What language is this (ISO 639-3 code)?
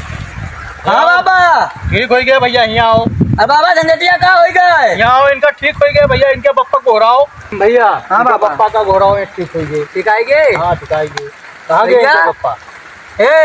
awa